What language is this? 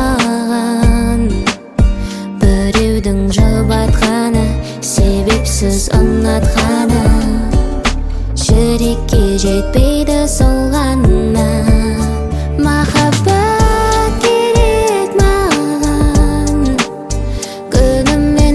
Kazakh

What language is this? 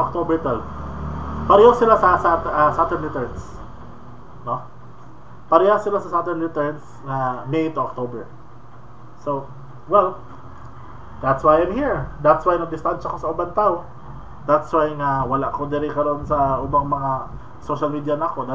Cebuano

